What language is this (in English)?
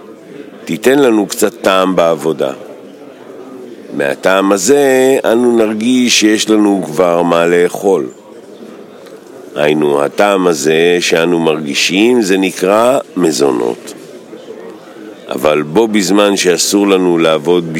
Hebrew